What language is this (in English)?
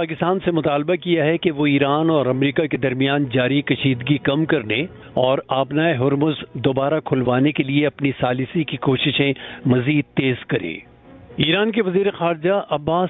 Urdu